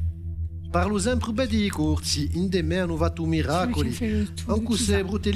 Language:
Corsican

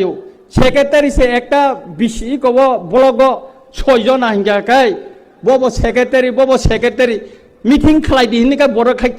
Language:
Riang (India)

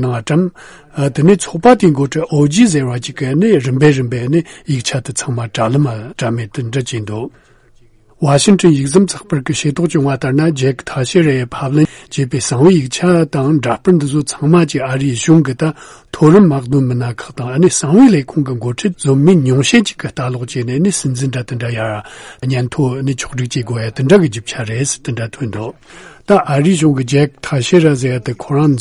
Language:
Tibetan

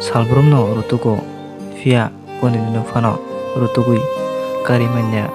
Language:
Kok Borok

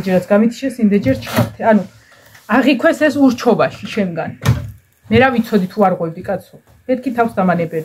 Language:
Georgian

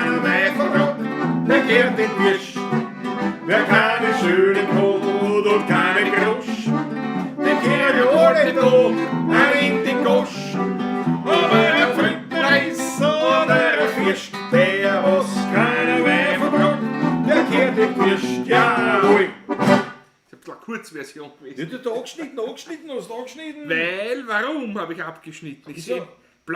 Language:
Bavarian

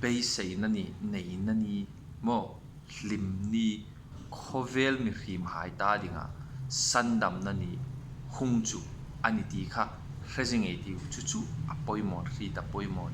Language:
Hmar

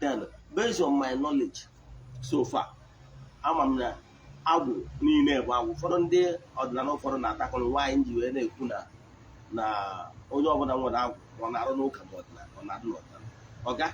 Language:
Igbo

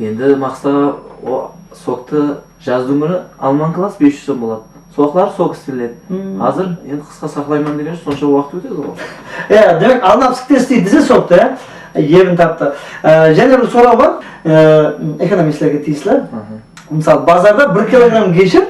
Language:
Kara-Kalpak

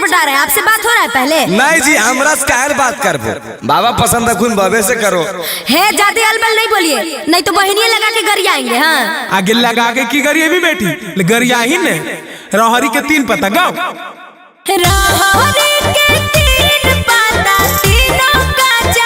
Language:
Magahi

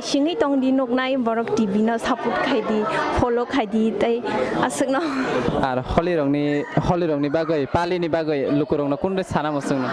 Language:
Kok Borok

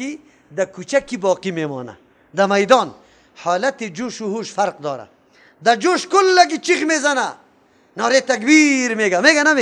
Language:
Persian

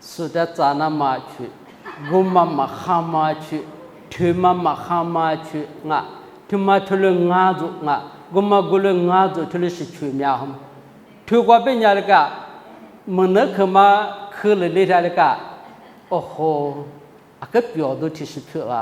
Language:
Lisu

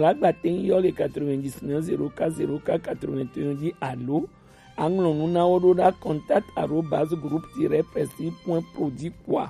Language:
Gen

